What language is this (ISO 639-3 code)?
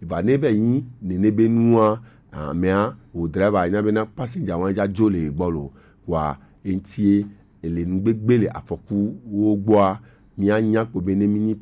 gej